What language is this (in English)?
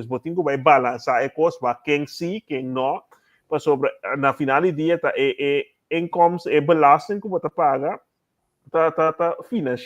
Papiamento